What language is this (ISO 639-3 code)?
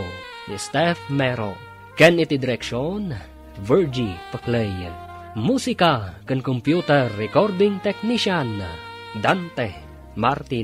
ilo